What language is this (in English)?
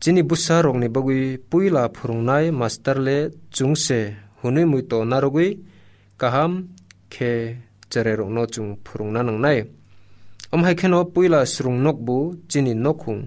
Kok Borok